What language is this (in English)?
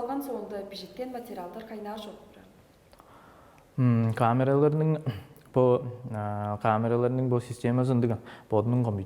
Tuvinian